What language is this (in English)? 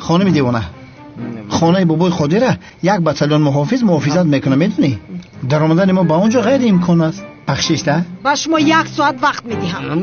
Tajik